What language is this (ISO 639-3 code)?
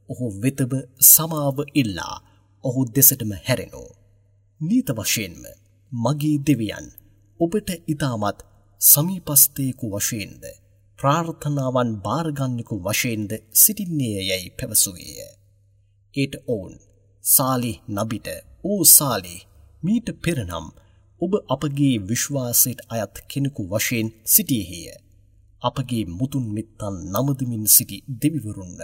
sin